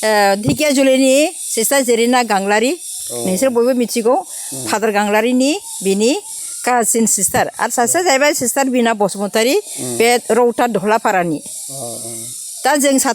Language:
Bodo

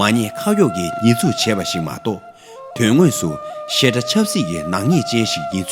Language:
Tibetan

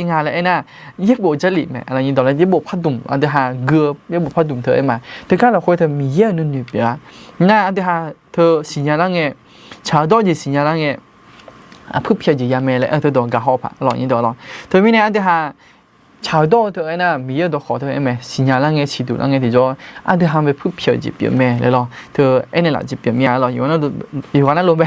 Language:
Akha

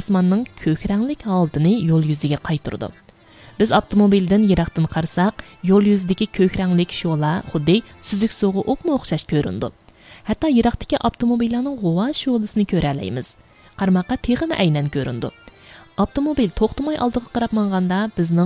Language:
Uyghur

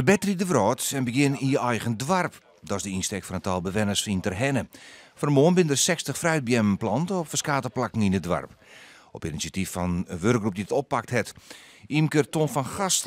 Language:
Western Frisian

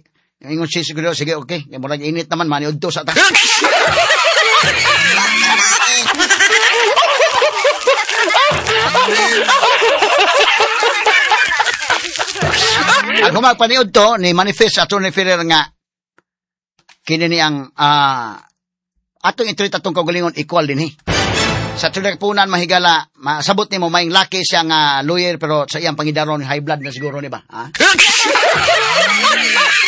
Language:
Cebuano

